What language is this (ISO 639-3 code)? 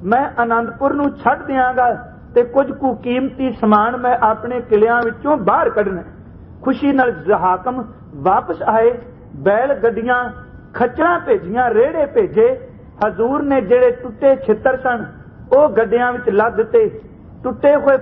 pan